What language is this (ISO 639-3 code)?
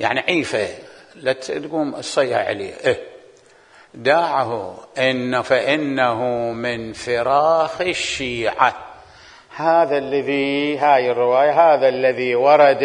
acm